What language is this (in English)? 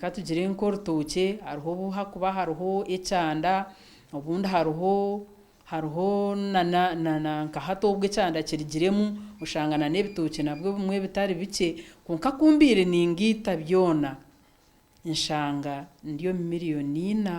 Nyankole